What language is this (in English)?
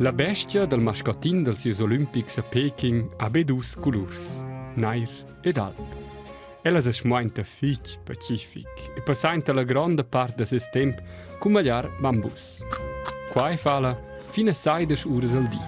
Romansh